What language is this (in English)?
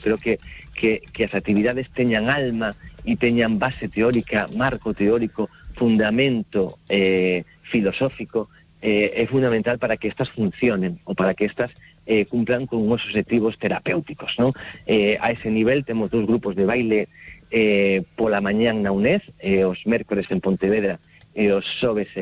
Galician